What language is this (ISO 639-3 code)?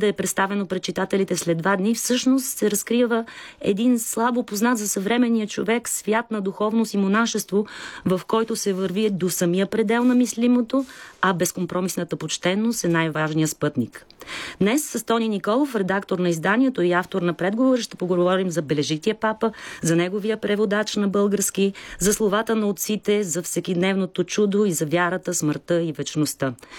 bul